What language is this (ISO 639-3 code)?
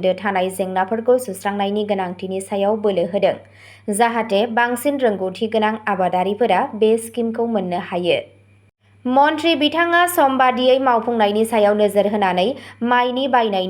brx